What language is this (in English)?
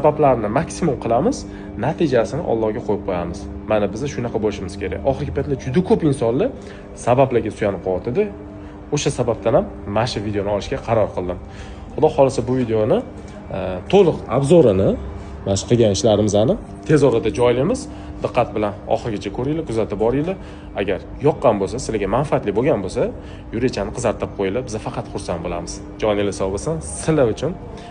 Uzbek